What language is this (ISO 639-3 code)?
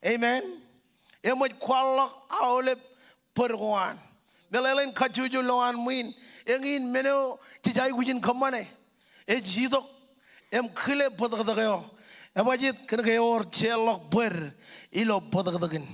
mah